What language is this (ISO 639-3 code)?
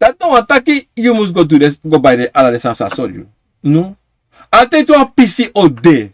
srn